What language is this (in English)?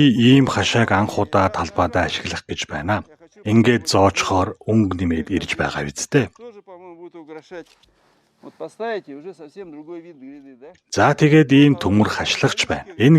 Mongolian